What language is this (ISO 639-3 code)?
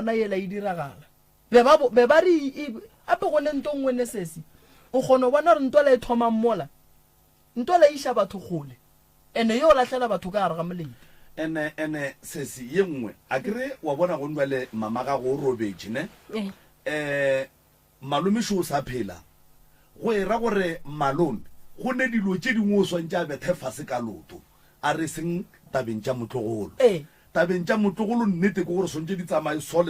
nso